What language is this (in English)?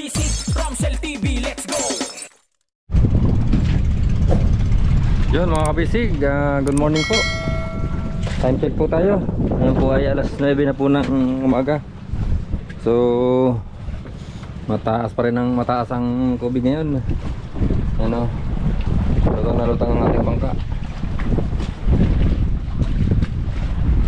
Filipino